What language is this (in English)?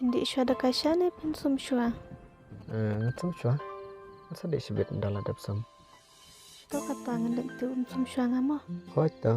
Khasi